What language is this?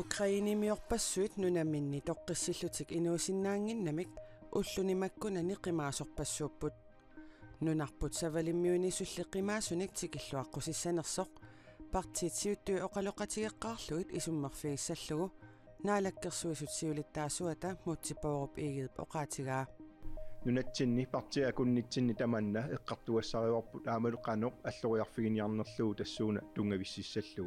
Kalaallisut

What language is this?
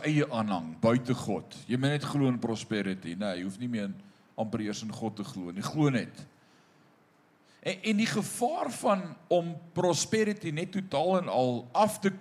Afrikaans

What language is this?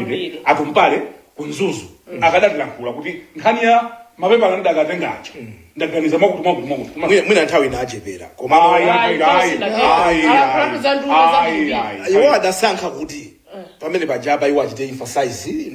Nyanja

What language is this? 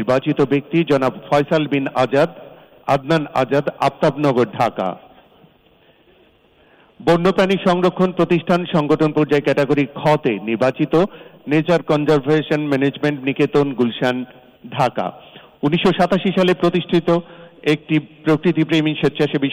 Bangla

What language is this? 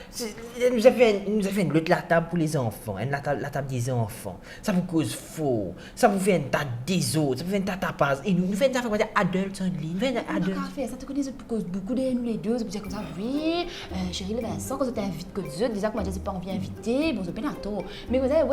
Morisyen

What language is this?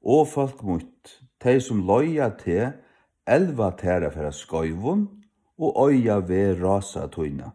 Faroese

